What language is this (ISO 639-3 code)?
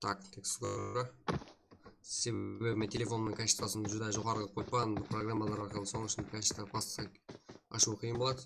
kaa